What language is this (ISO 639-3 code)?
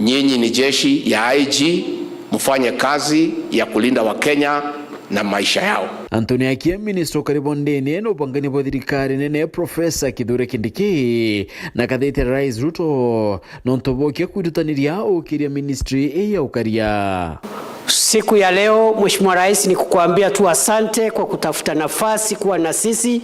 mer